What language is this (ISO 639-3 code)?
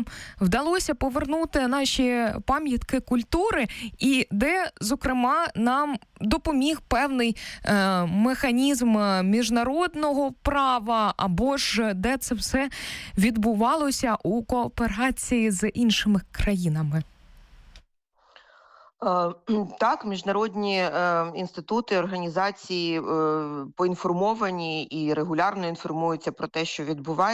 ukr